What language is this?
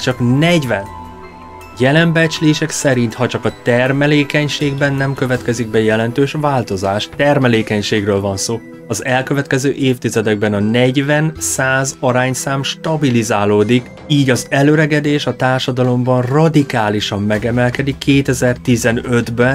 Hungarian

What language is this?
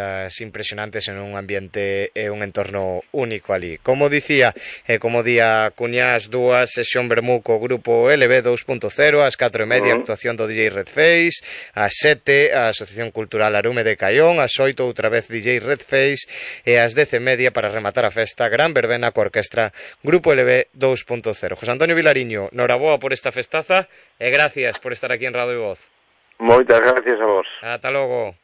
Galician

